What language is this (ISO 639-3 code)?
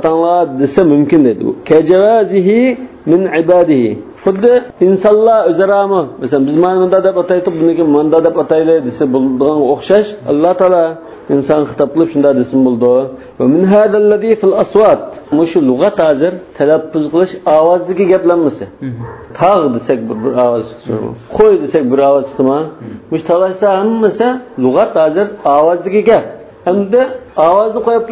uig